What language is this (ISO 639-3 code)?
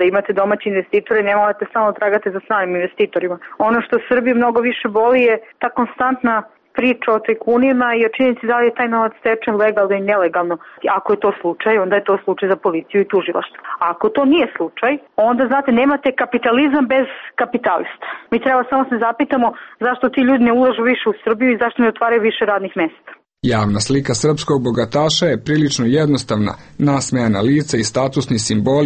srp